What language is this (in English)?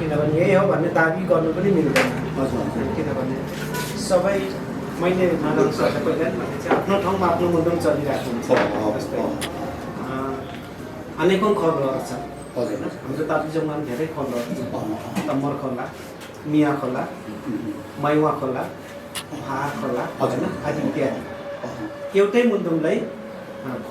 Nepali